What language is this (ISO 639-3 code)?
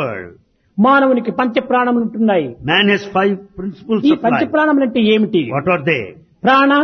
tel